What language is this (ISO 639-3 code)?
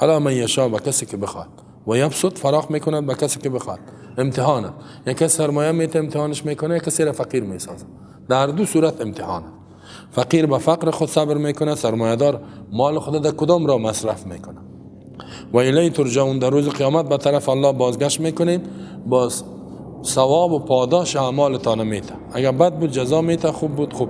fas